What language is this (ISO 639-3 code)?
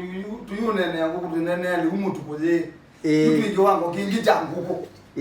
kam